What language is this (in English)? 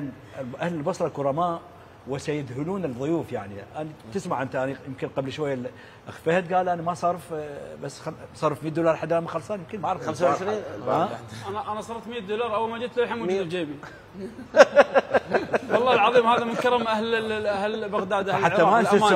Mesopotamian Arabic